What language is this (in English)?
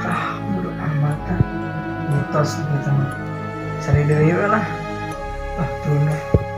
Sundanese